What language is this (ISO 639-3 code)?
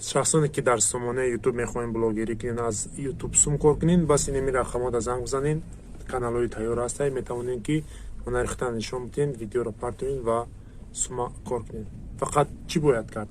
tgk